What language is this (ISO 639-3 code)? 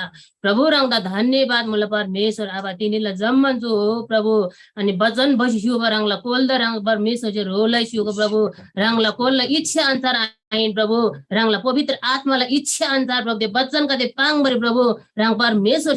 taj